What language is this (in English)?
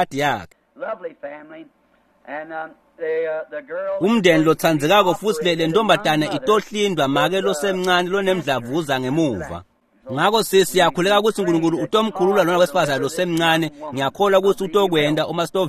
Swati